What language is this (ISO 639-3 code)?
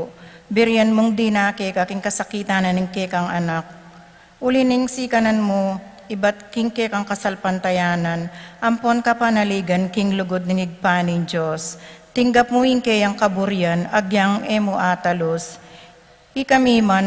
pam